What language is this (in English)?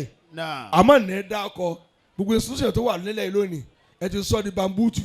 Yoruba